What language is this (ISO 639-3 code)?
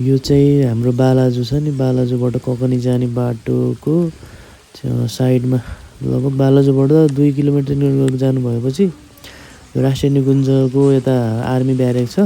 nep